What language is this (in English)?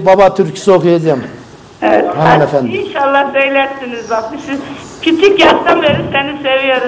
Turkish